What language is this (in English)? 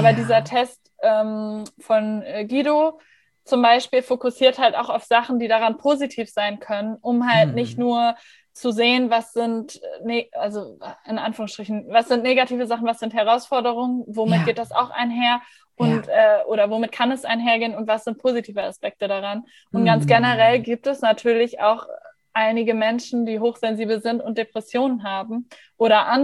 German